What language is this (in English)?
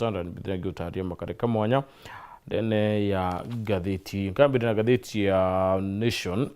Meru